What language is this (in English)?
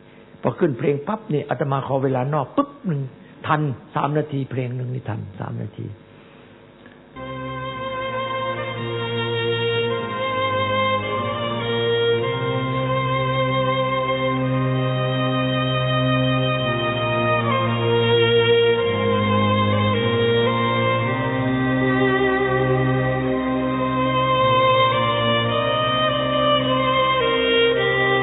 Thai